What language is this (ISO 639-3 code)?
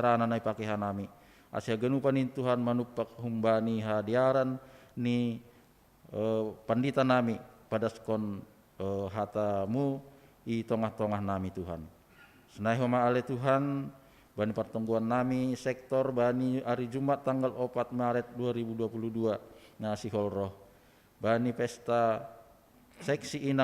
bts